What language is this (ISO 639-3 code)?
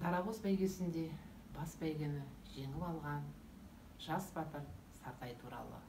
kaz